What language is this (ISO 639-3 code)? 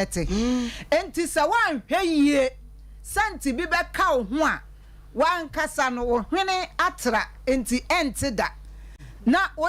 aka